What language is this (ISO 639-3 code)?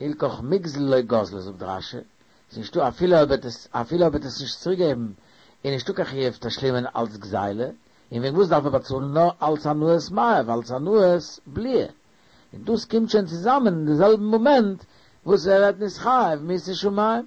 yid